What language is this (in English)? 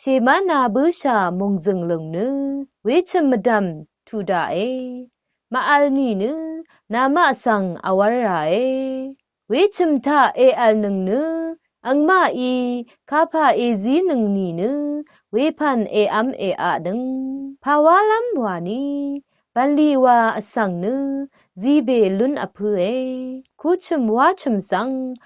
Rawang